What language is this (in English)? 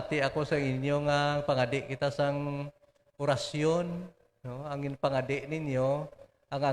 Hiligaynon